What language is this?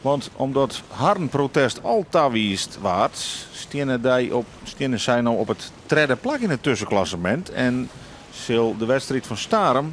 Western Frisian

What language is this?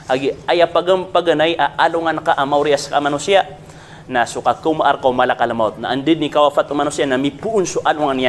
Maranao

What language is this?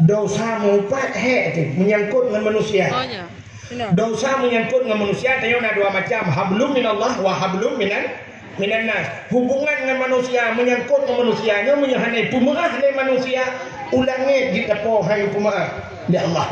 Achinese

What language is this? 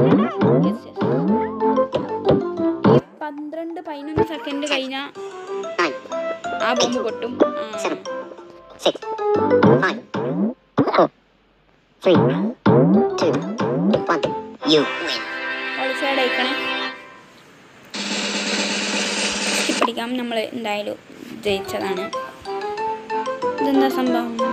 Malayalam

